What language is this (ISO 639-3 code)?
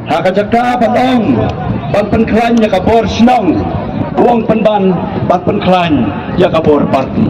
kha